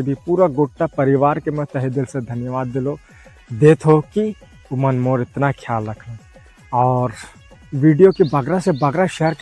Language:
Sadri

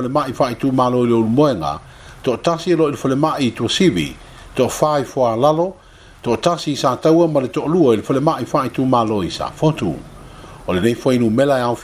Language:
Samoan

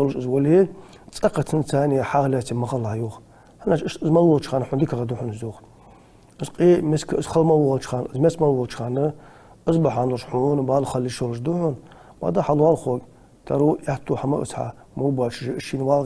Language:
Ingush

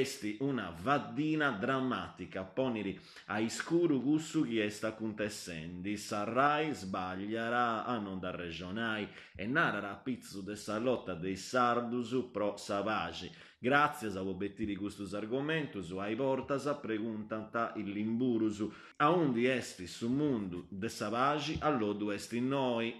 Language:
Sardinian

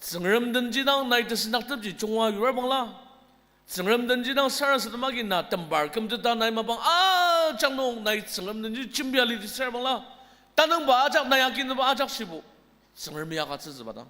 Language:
Ao Naga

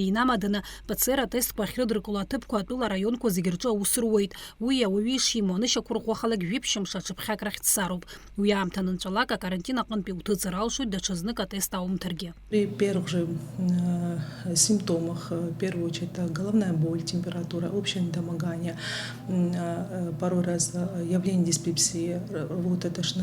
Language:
Abkhazian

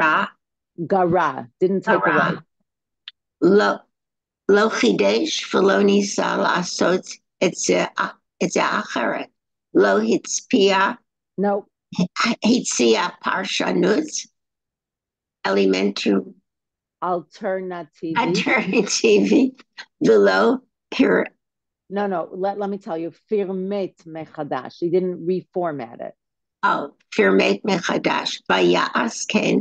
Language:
Hebrew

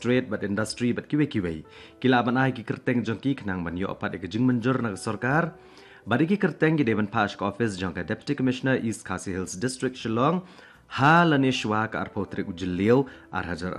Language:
Khasi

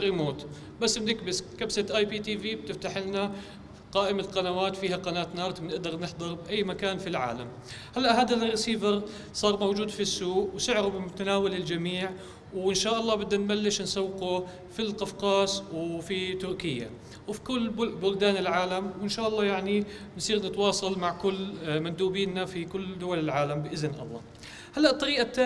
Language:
North Levantine Arabic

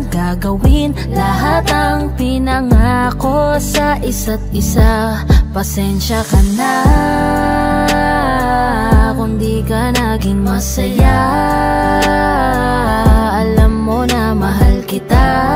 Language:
Filipino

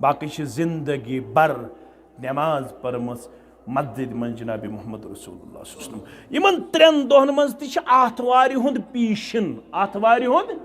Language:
Kashmiri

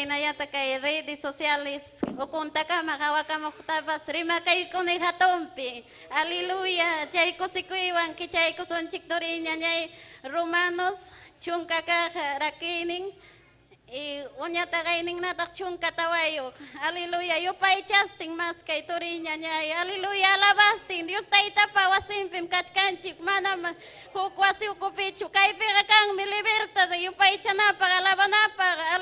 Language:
Ayacucho Quechua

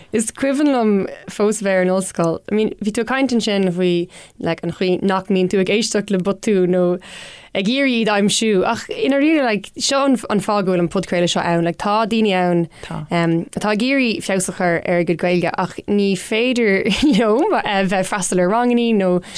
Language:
Irish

